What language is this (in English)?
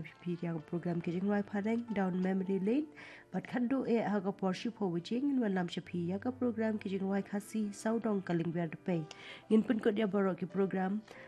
Khasi